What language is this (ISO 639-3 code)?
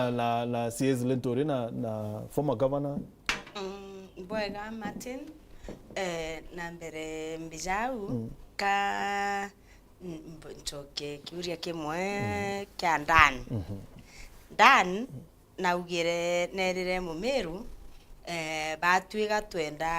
mer